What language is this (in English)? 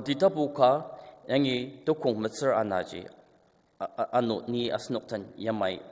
Ao Naga